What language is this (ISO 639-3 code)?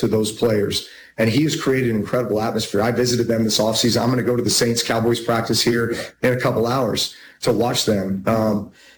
eng